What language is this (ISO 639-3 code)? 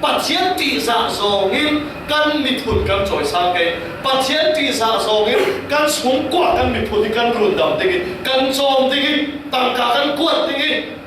cfm